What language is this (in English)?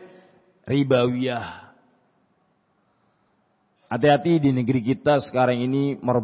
Indonesian